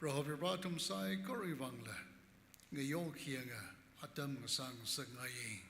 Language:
Tangkhul Naga (India)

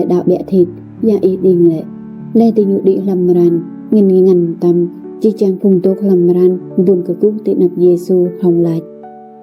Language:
Rade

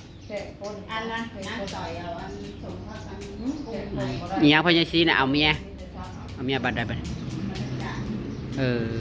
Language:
Northeastern Thai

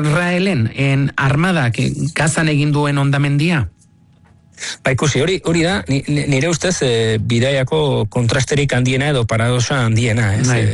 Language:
Basque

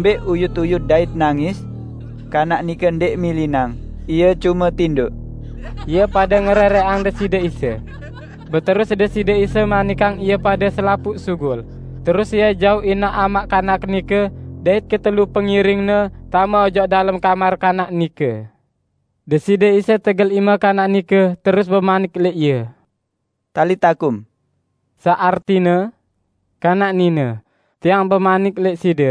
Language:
Sasak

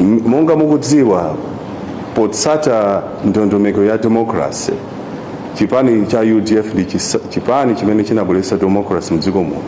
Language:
Nyanja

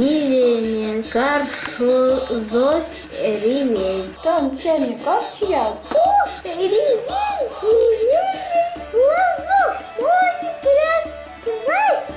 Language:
Erzya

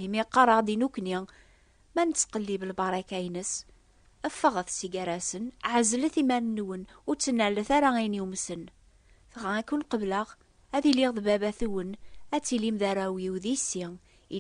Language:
Kabyle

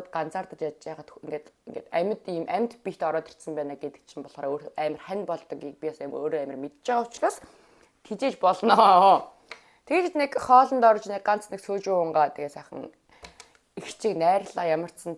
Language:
Mongolian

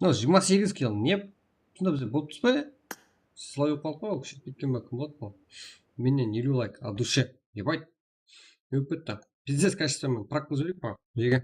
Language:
Kara-Kalpak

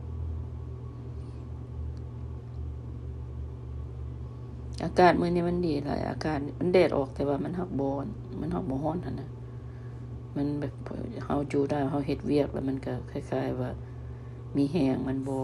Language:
Lao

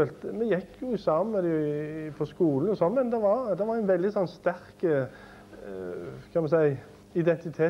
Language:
Norwegian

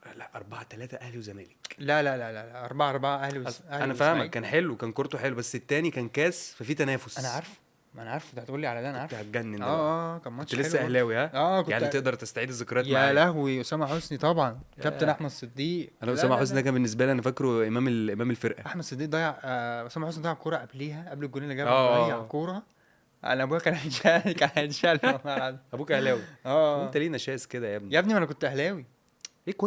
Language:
Egyptian Arabic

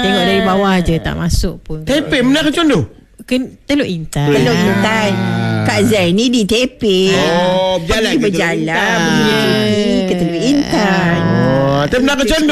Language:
Malay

